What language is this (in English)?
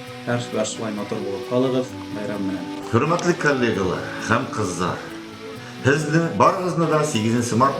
Bashkir